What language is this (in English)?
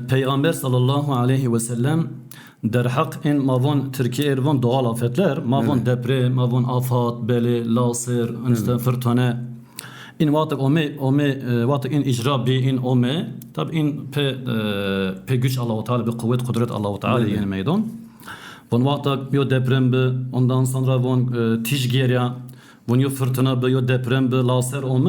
Zaza